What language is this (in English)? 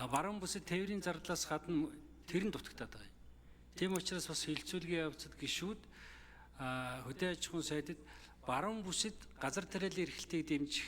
Mongolian